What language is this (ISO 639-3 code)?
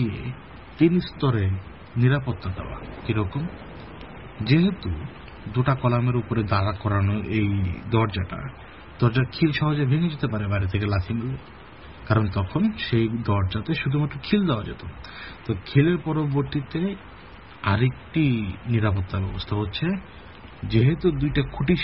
ben